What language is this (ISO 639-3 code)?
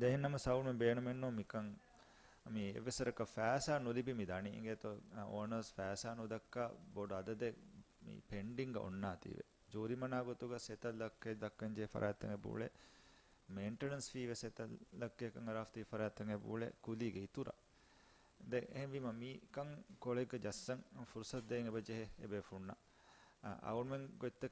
div